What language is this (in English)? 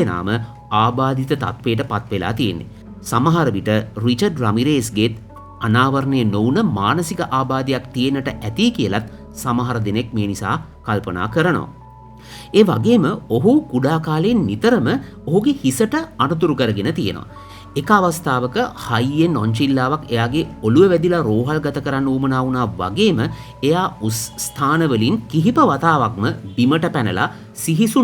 Sinhala